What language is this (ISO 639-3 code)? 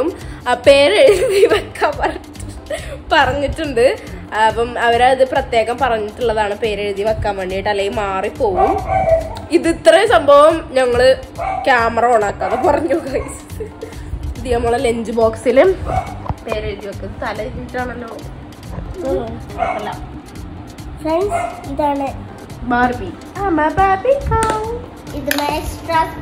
mal